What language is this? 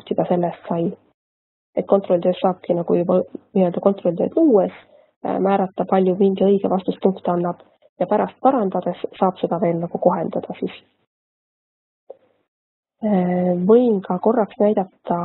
Estonian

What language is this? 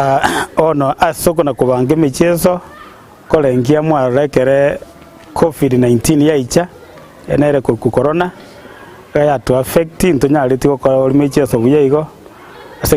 Gusii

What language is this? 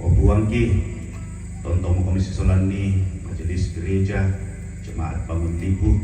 Toraja-Sa'dan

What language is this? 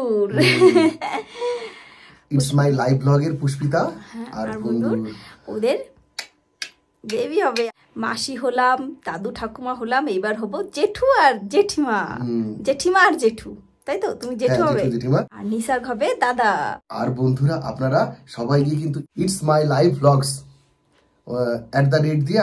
Bangla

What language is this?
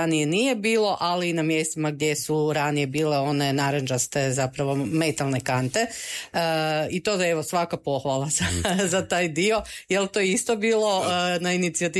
Croatian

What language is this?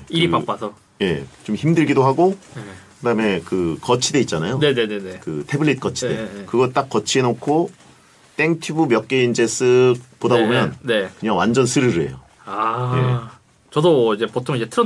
Korean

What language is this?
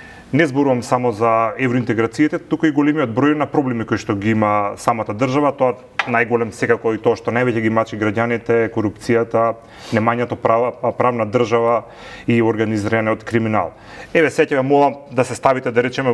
Macedonian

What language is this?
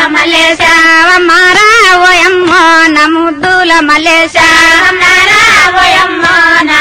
Telugu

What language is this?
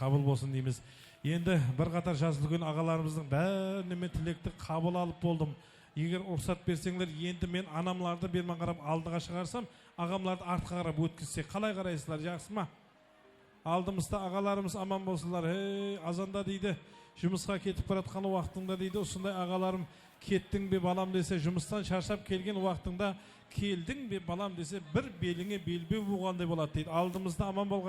Kara-Kalpak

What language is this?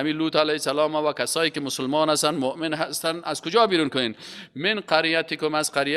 Persian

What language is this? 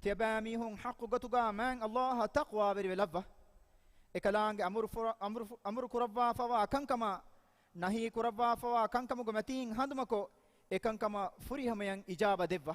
Divehi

